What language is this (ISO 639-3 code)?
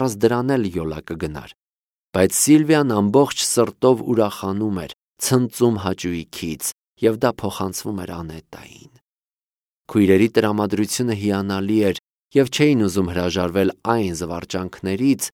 hye